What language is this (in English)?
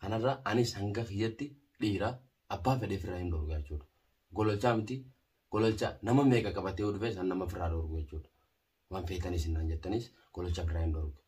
Oromo